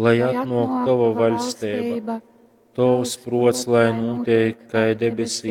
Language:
Latgalian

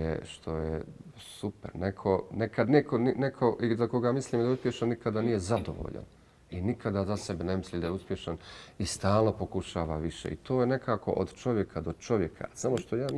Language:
Bosnian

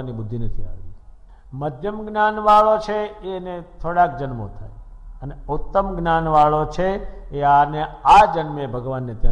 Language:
Gujarati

